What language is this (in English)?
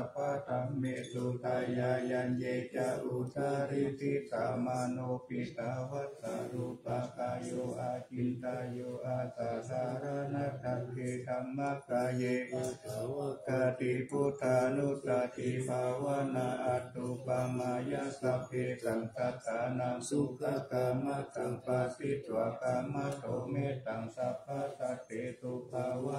Pali